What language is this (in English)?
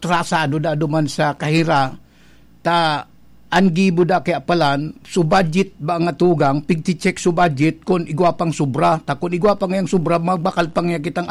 Bikol